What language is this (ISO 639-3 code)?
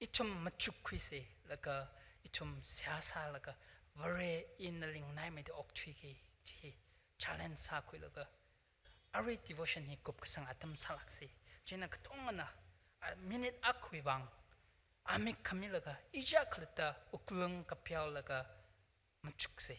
nmf